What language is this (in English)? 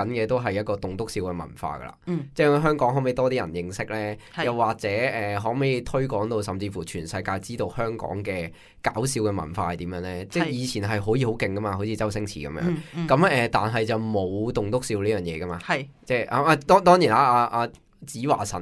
Cantonese